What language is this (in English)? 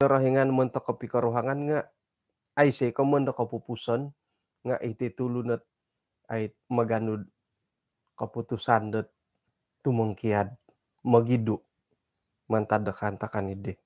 Central Dusun